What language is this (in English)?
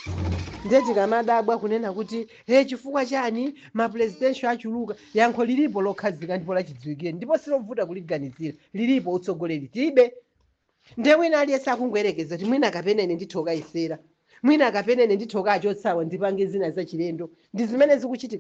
Nyanja